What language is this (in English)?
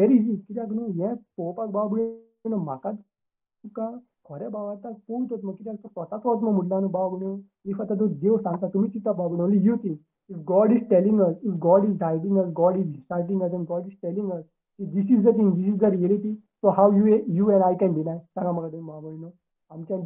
Konkani